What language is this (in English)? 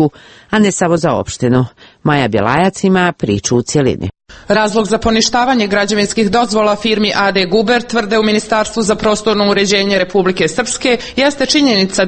Serbian